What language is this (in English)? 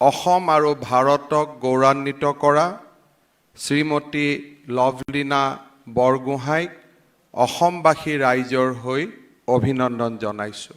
Assamese